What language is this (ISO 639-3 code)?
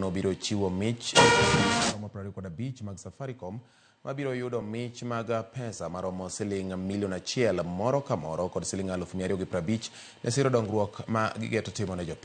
luo